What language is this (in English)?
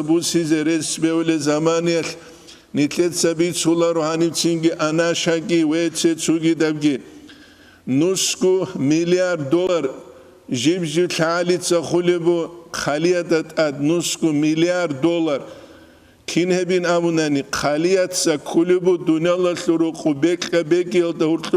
Avaric